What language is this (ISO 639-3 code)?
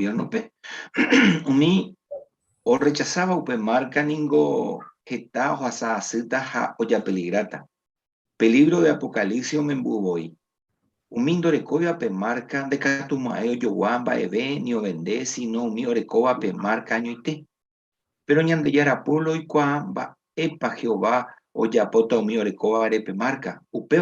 grn